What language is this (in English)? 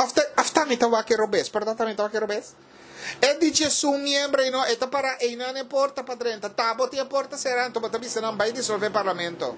Papiamento